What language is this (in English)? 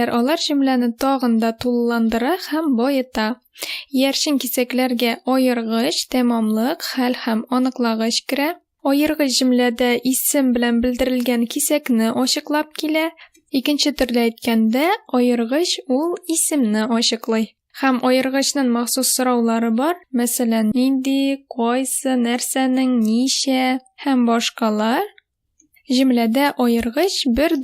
Tatar